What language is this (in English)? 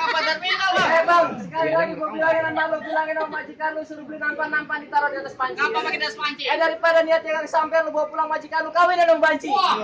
Betawi